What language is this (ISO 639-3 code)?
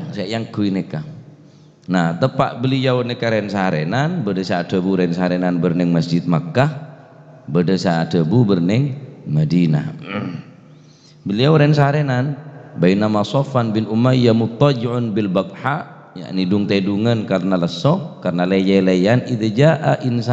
mad